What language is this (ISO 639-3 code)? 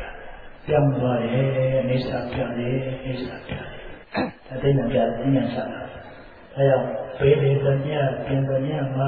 mya